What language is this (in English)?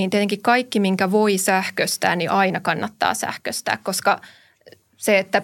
Finnish